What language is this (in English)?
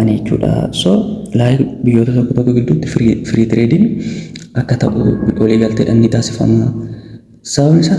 Oromo